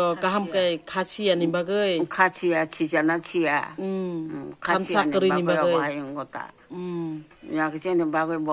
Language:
Kok Borok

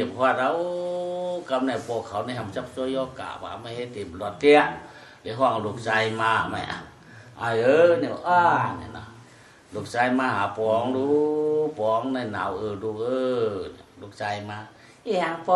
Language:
Shan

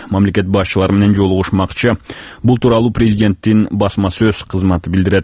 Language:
Kyrgyz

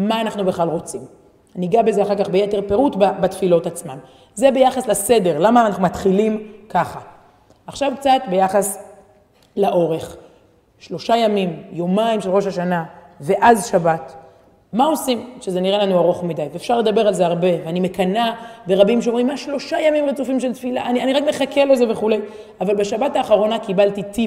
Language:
Hebrew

